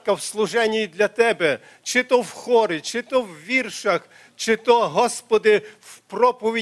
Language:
Ukrainian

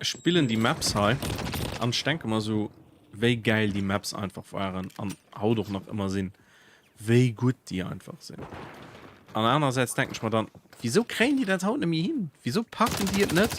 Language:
Luxembourgish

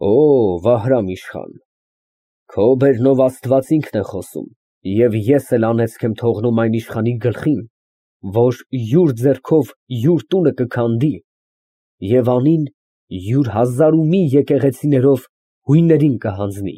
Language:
Armenian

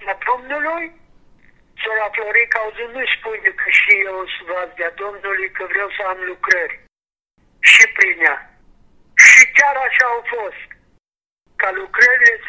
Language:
Romanian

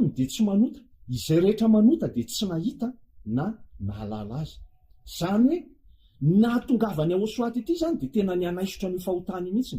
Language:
Malagasy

